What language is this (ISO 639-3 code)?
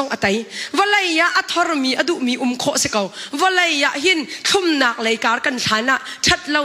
cnh